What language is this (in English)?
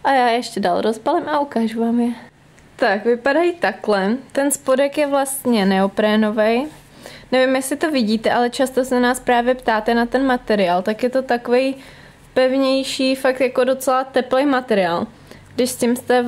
Czech